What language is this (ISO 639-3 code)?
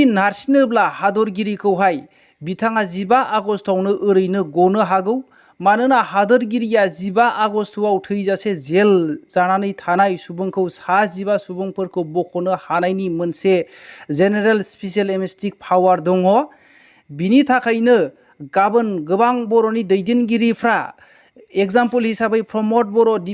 brx